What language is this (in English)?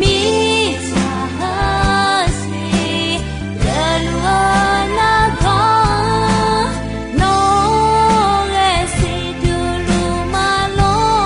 Akha